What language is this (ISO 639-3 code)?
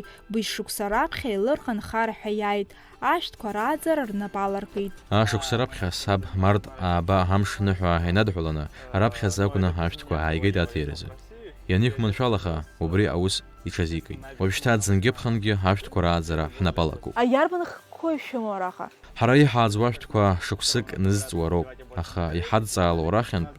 abk